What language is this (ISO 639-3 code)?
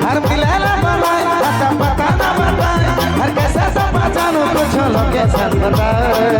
sck